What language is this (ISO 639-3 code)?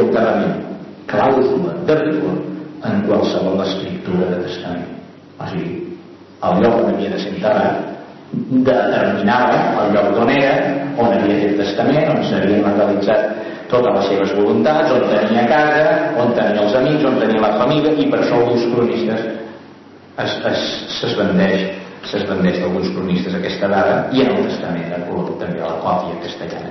cat